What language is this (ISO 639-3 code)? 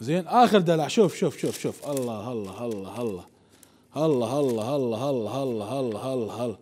acm